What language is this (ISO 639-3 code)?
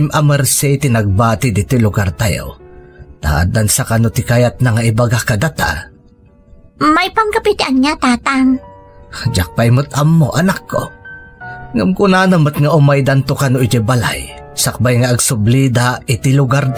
ilo